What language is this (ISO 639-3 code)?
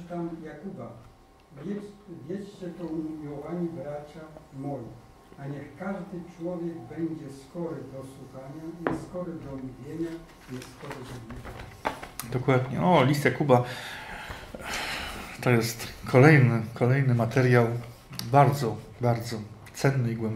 pol